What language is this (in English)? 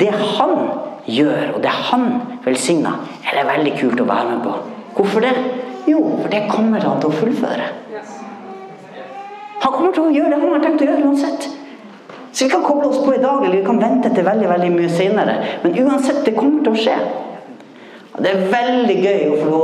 Norwegian